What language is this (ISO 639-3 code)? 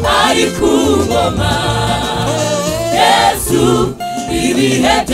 kin